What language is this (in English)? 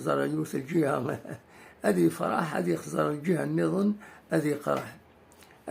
Kabyle